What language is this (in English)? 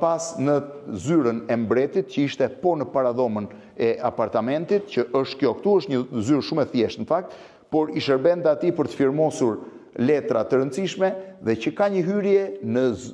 Albanian